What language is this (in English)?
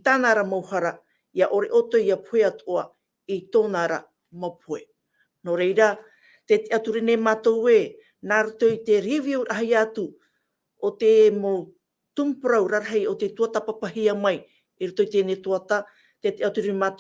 Tahitian